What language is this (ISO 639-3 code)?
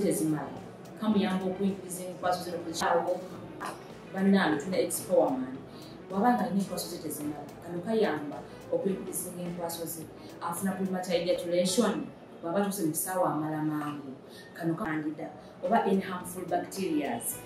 lug